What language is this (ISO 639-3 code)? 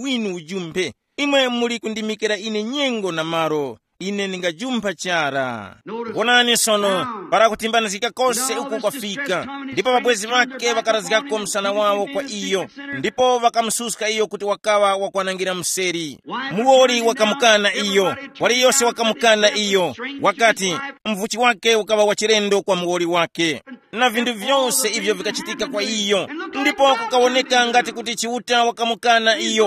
tum